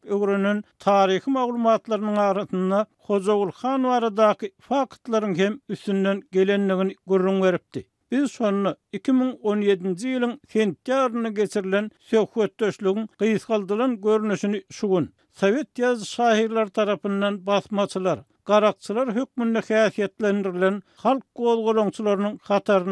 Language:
Turkmen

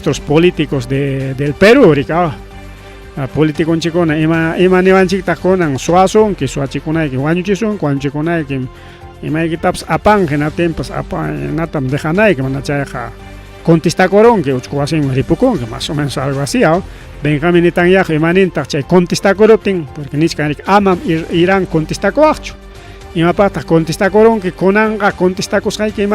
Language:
Ayacucho Quechua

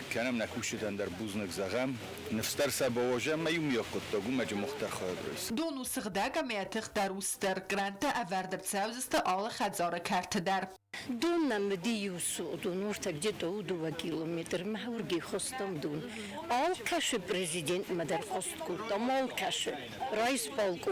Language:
Ossetic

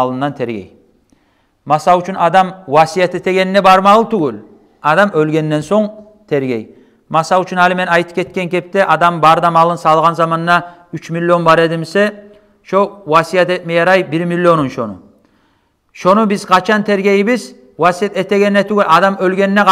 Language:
Kumyk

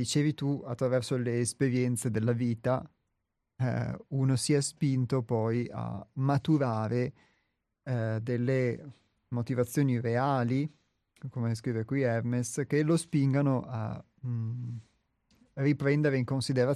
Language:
Italian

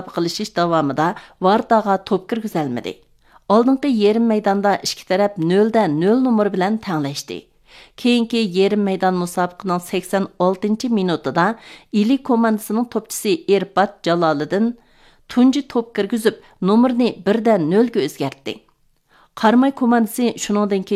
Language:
Uyghur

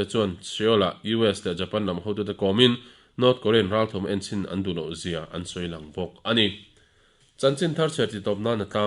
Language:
Mizo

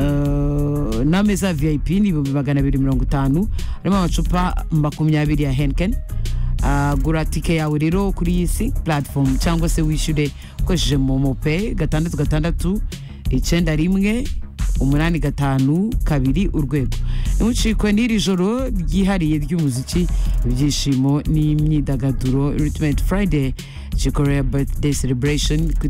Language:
Kinyarwanda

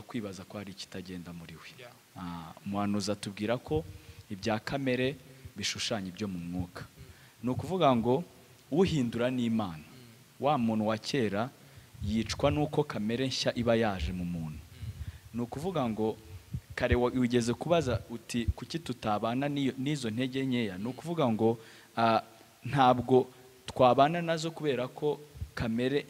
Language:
Kinyarwanda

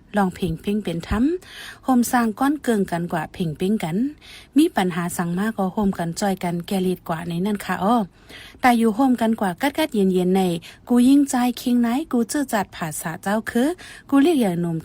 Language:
Shan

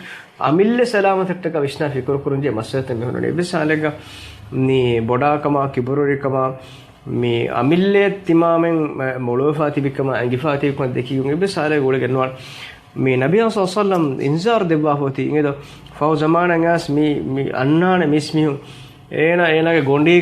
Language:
Divehi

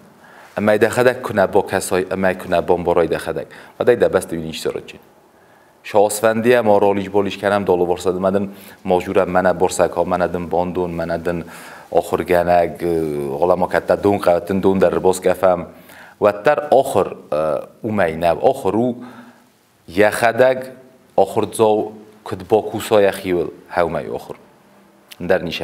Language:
Ossetic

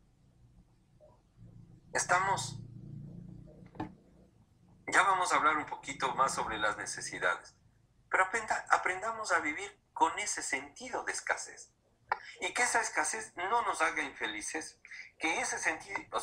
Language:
Spanish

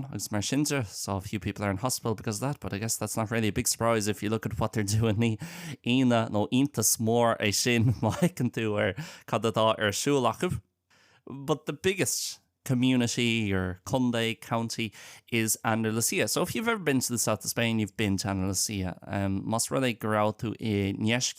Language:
Irish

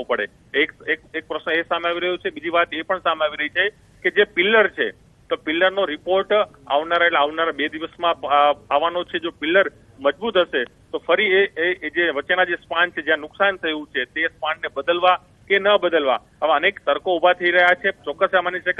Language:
Gujarati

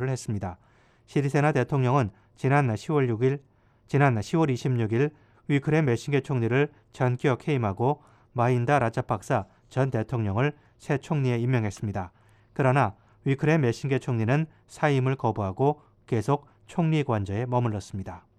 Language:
Korean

